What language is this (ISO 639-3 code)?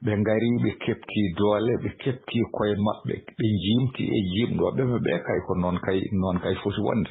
ful